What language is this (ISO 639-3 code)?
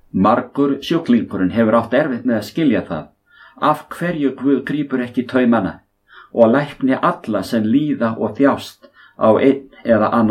isl